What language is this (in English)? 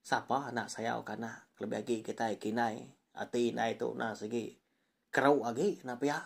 Iban